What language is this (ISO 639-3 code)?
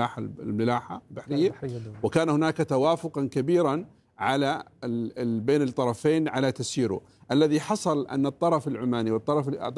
ara